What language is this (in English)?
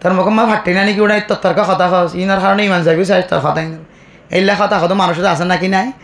Rohingya